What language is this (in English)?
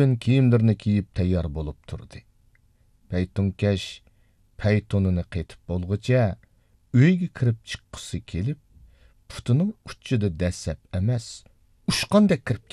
Uyghur